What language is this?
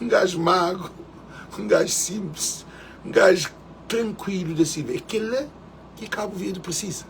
Kabuverdianu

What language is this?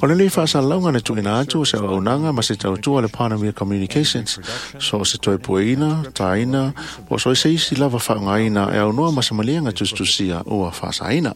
Samoan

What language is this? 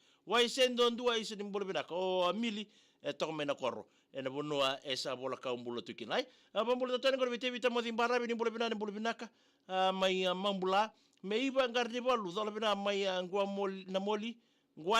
Fijian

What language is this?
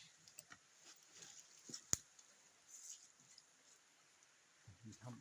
Lao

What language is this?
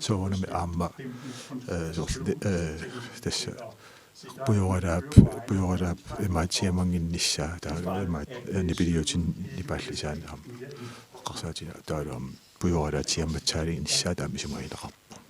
Kalaallisut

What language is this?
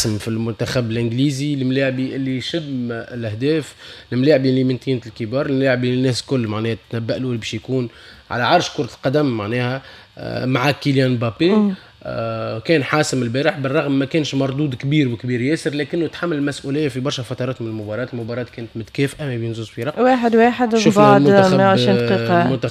Tunisian Arabic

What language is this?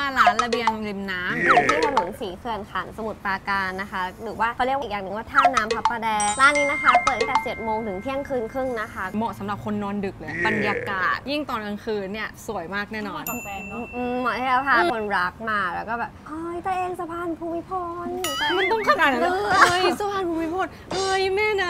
Thai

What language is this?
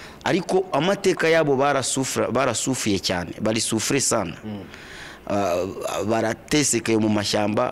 Kinyarwanda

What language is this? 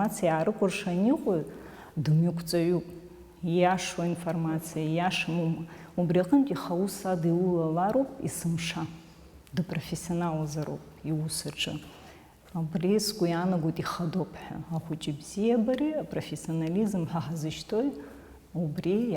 Abkhazian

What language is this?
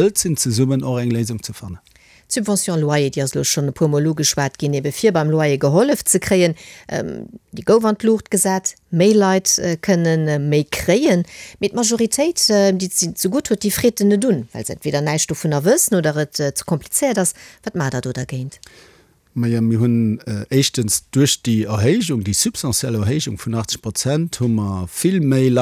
Luxembourgish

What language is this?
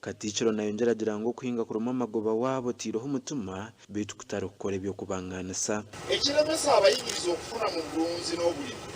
Nyankole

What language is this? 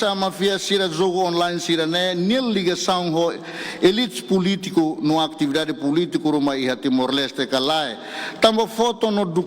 Tetum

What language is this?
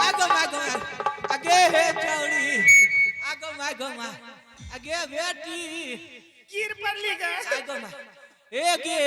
Angika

